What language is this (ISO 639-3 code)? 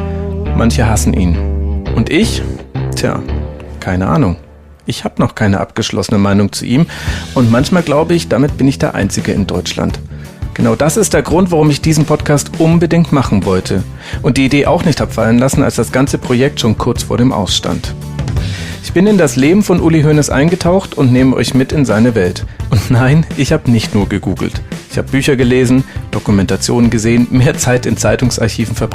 gsw